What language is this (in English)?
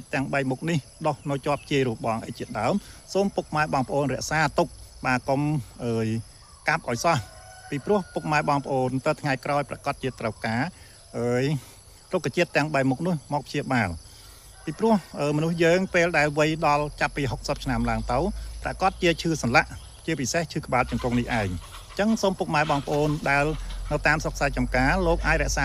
Khmer